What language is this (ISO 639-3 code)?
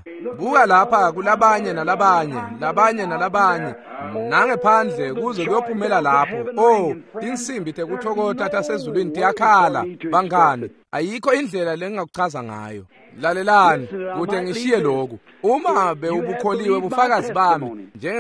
ssw